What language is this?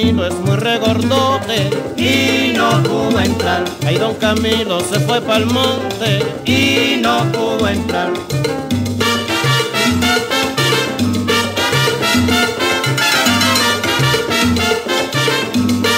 Spanish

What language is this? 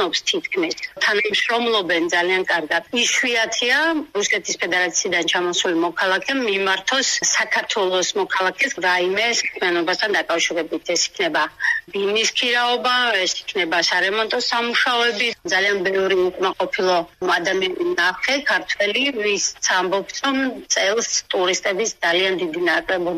Georgian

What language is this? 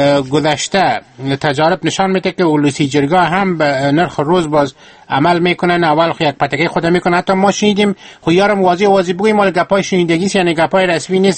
Persian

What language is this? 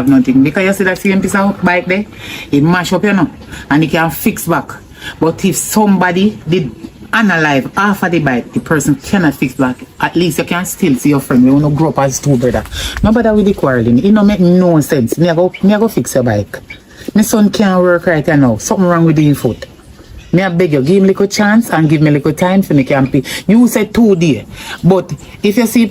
Jamaican Creole English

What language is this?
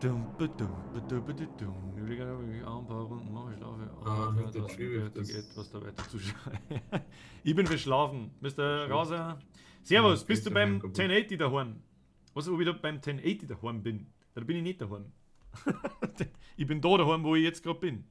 Bavarian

